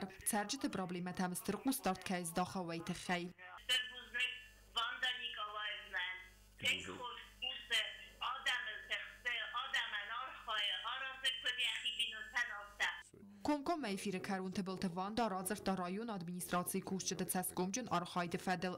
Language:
Ossetic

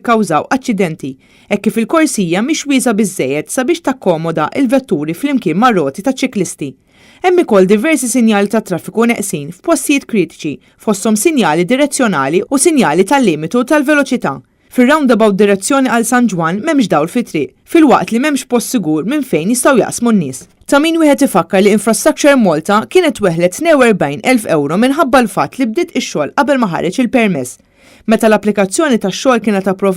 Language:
Maltese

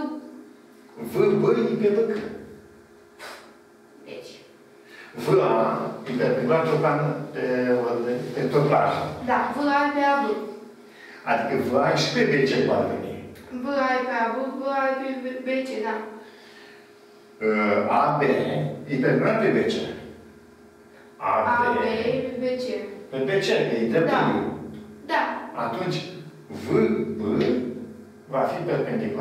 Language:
Romanian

